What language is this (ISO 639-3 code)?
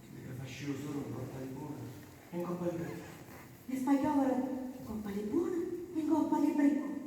nap